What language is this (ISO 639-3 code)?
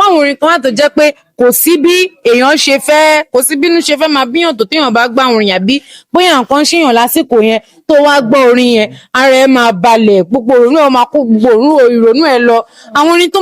yor